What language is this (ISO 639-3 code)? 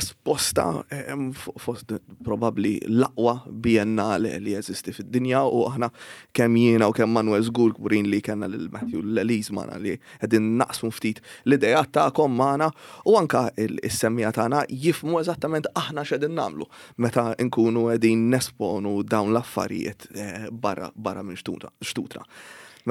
mlt